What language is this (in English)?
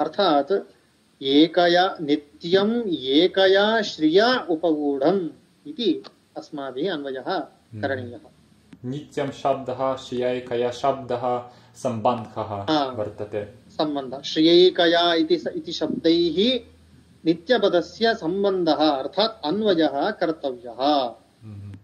Sanskrit